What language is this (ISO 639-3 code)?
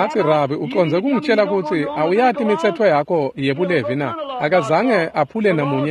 ssw